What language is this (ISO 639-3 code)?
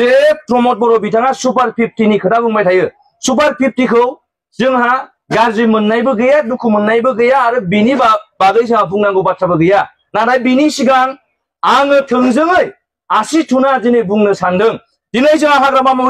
brx